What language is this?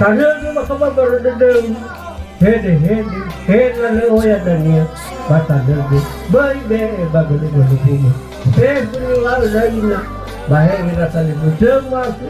Nias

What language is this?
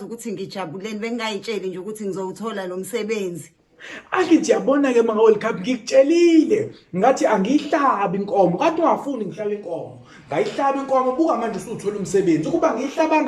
Zulu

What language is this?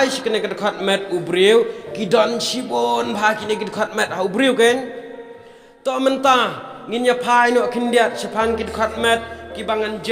Khasi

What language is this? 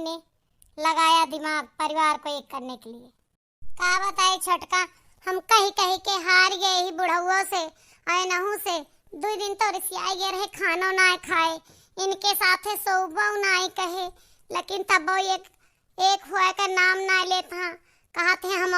Awadhi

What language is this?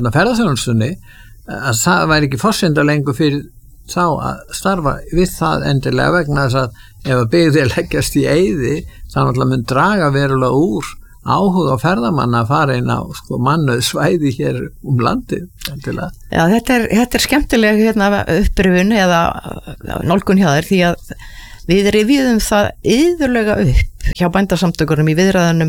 Icelandic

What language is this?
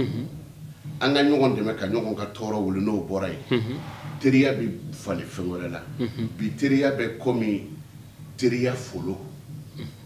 Bambara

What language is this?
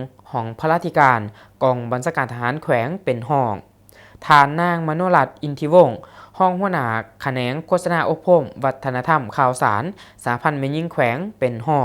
Lao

